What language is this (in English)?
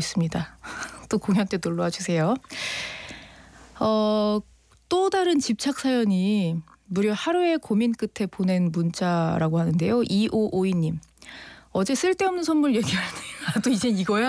Korean